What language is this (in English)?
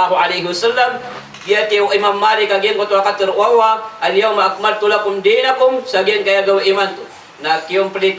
Maranao